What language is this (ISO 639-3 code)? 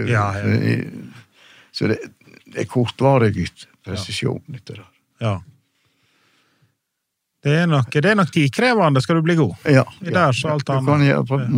nor